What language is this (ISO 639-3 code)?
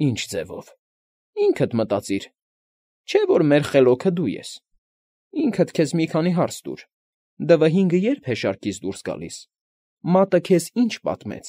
hye